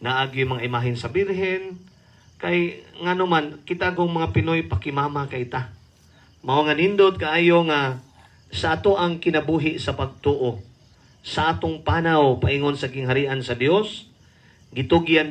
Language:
Cebuano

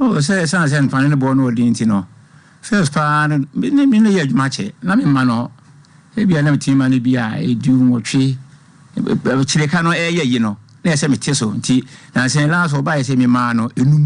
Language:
Akan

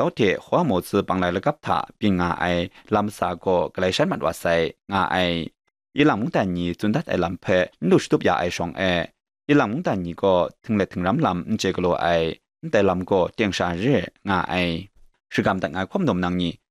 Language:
Kachin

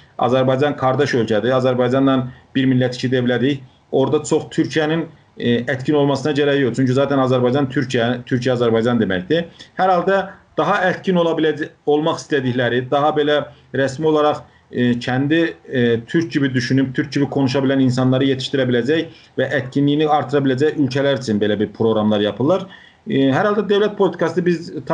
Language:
South Azerbaijani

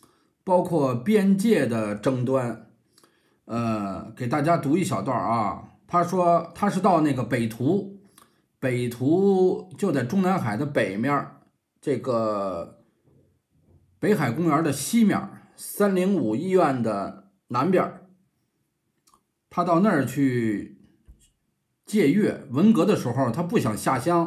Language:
Chinese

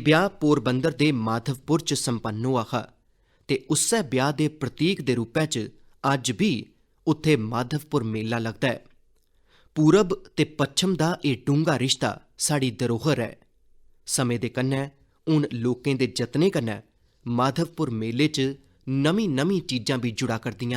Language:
Dogri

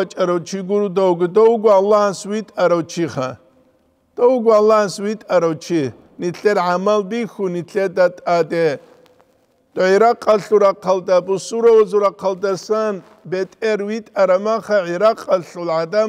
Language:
Avaric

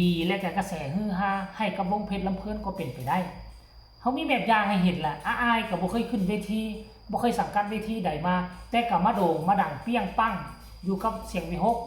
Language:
Northeastern Thai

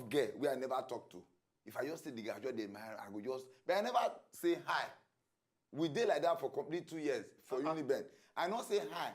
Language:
Nigerian Pidgin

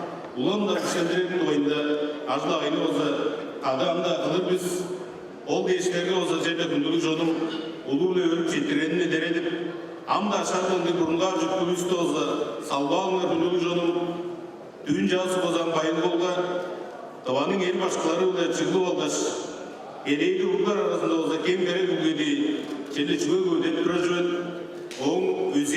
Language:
Tuvinian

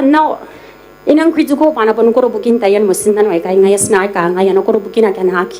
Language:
Gilbertese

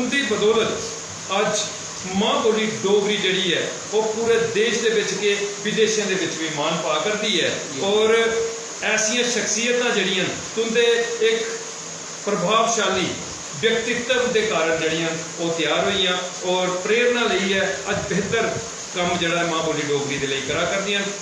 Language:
Dogri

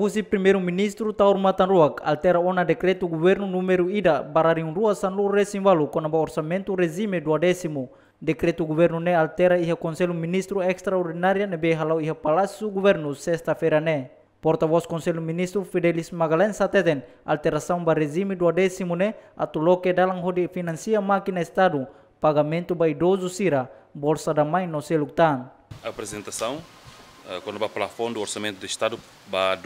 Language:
Tetum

